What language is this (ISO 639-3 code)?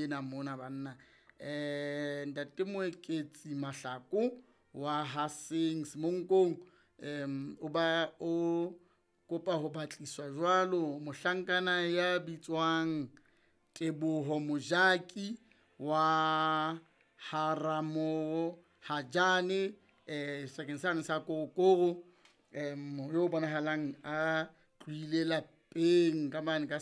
sot